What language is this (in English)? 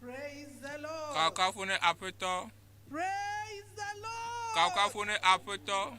Ewe